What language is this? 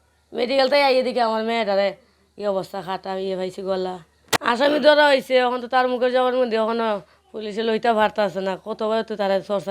Sylheti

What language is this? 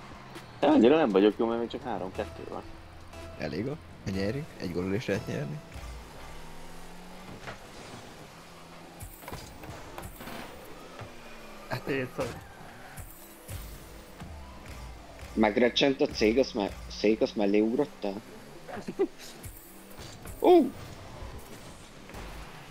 Hungarian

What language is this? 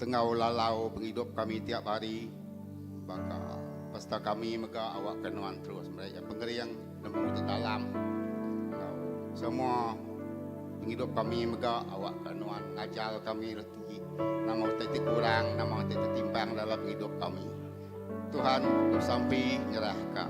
Iban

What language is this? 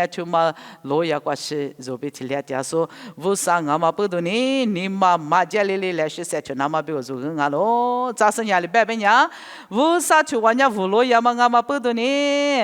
Lisu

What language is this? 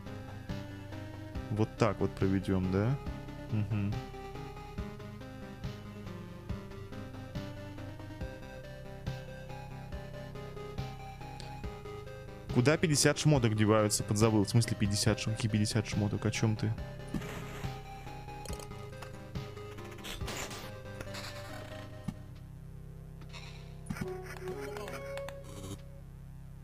Russian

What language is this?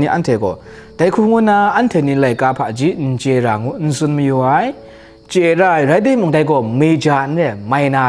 Kachin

